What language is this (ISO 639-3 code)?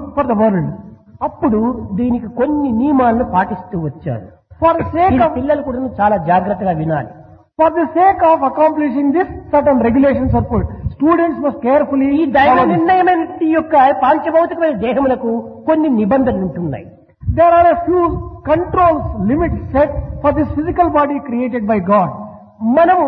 tel